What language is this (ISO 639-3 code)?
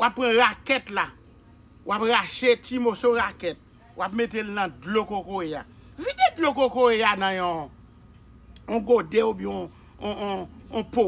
hat